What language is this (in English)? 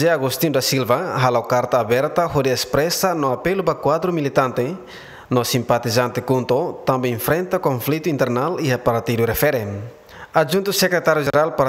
Tetum